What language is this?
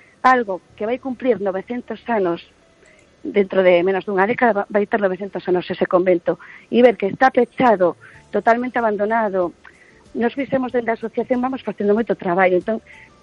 Galician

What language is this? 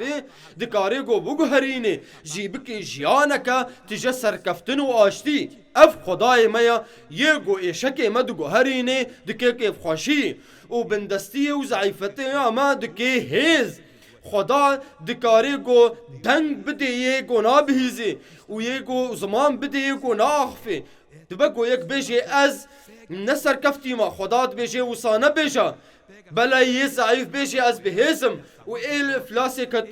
Kurdish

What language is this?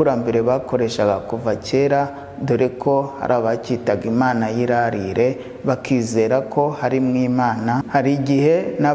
Kinyarwanda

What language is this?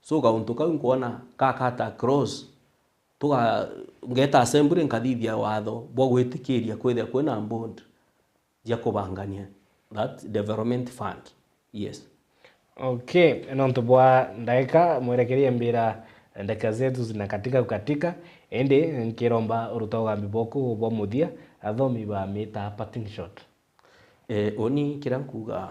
Meru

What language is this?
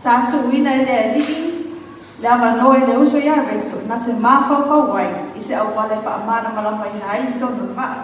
Samoan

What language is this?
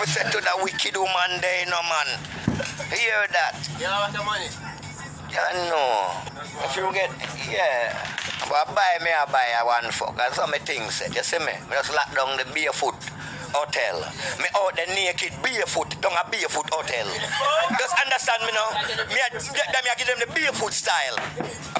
Jamaican Creole English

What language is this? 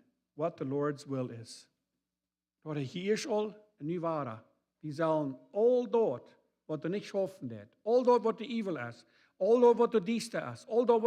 Plautdietsch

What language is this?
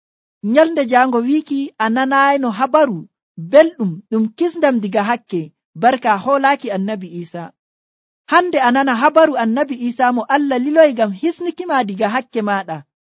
Nigerian Fulfulde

